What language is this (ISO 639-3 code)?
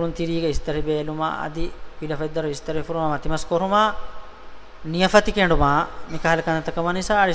div